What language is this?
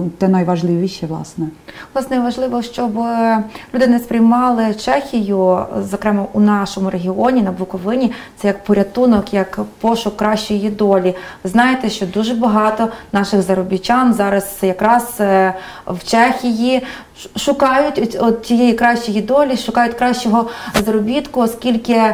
Ukrainian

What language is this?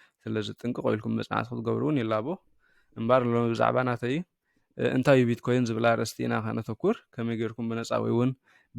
Tigrinya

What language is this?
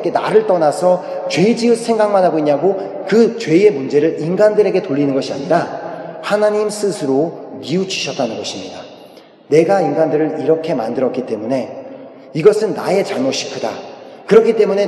Korean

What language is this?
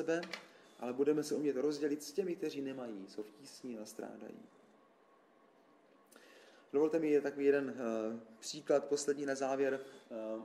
Czech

